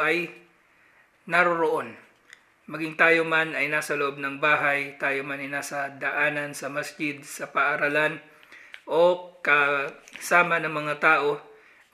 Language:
Filipino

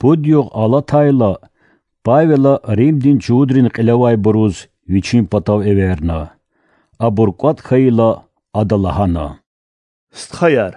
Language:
Lezghian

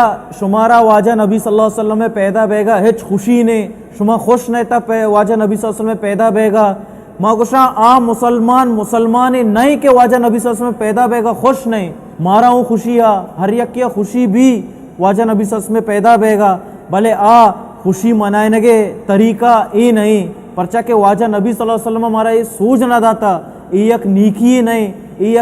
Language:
Baluchi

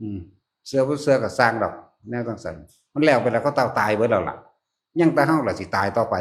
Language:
Northeastern Thai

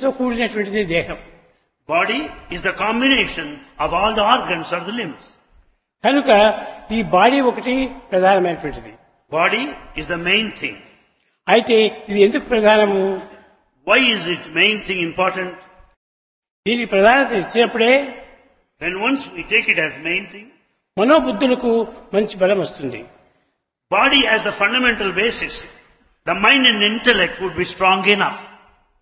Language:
Telugu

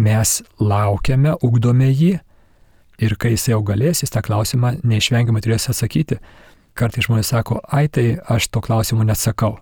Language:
Lithuanian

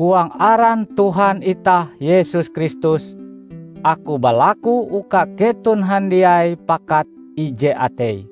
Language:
Ngaju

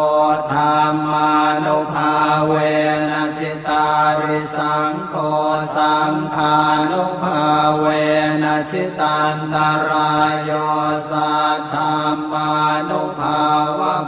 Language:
Pali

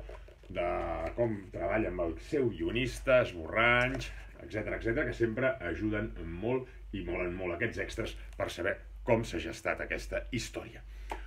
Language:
Catalan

